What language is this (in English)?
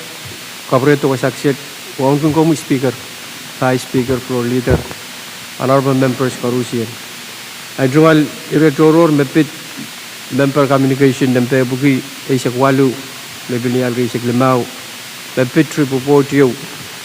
Pohnpeian